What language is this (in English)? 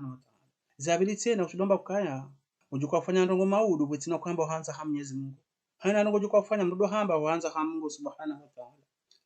Ngazidja Comorian